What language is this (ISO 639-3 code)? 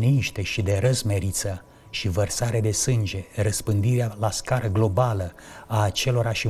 ron